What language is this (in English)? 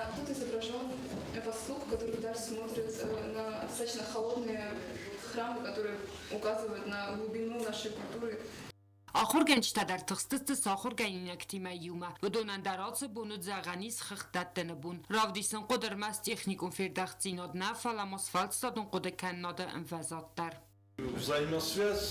Ossetic